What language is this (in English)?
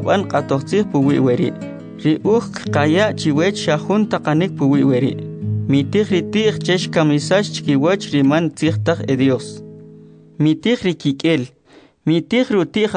Kʼicheʼ